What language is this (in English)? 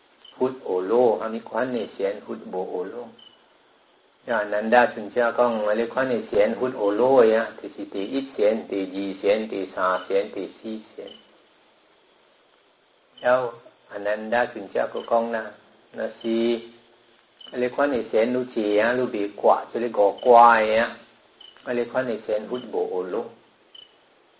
Min Nan Chinese